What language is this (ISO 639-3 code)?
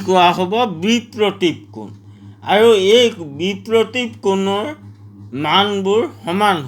asm